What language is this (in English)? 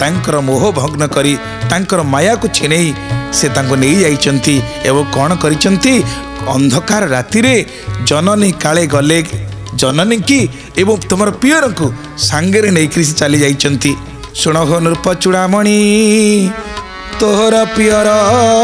Odia